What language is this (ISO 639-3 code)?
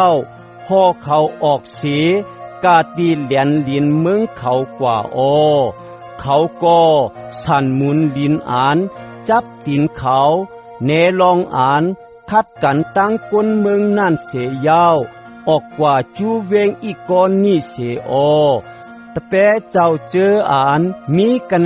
shn